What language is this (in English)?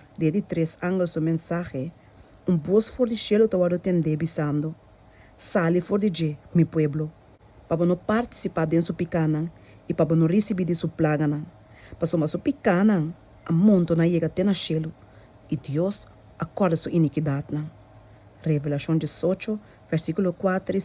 Papiamento